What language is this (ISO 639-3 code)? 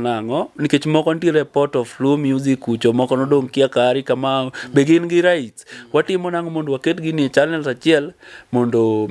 luo